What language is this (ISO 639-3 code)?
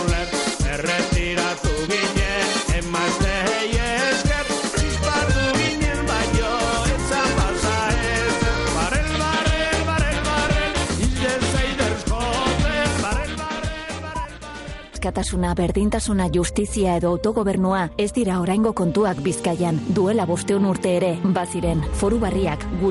eus